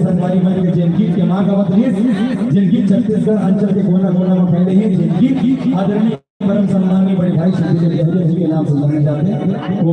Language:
Chhattisgarhi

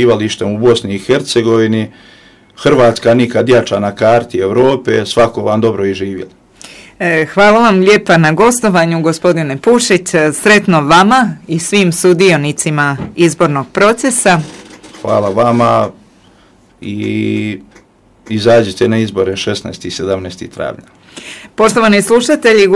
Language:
Croatian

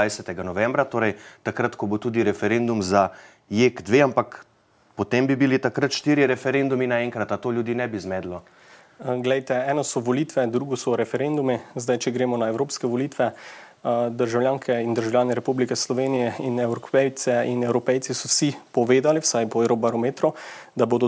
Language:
Slovenian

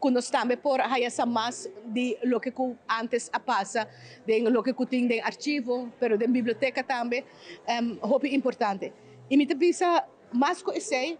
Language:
Papiamento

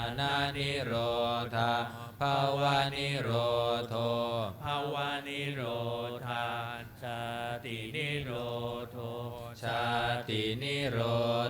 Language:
Pali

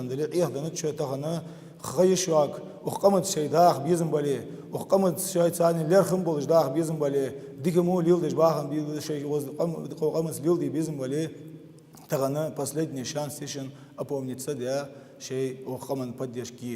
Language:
Ingush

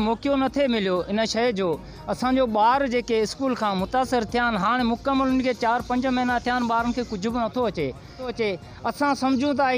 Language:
Sindhi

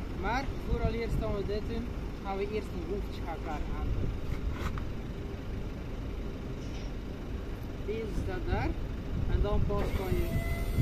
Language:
Dutch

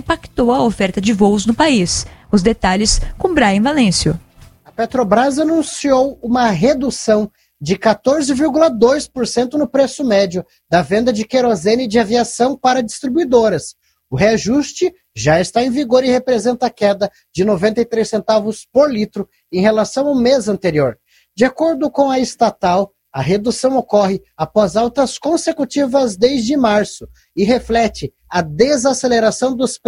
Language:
Portuguese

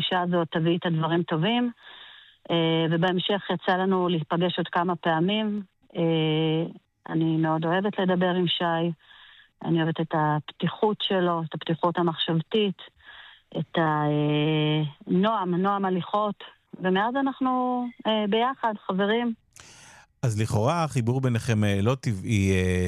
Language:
Hebrew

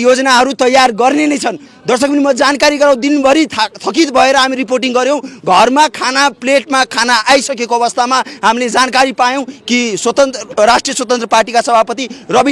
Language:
Nepali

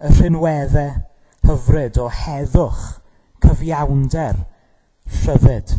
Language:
Welsh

